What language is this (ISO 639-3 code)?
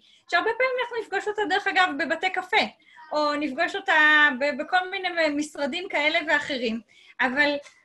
heb